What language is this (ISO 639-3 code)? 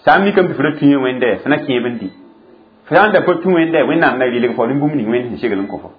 mos